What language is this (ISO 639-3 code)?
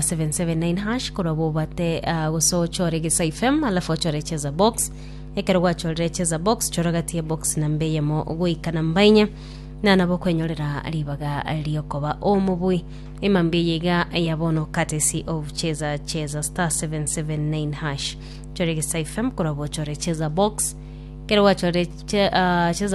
guz